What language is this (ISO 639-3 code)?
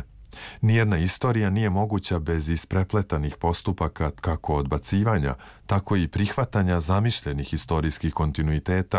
srp